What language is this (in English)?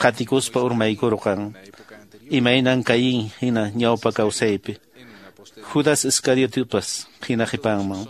Quechua